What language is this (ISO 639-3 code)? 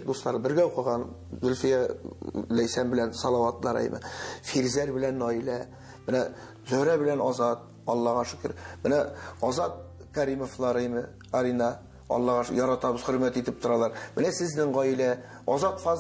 tat